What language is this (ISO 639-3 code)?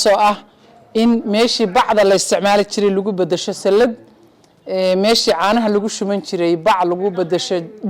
som